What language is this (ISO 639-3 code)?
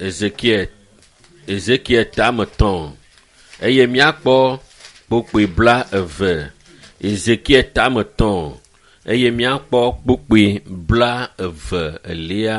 ewe